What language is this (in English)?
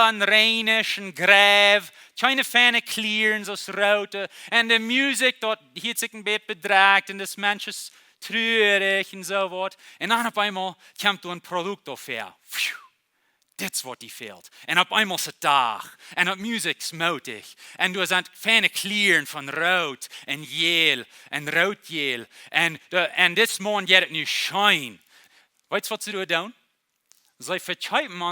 Plautdietsch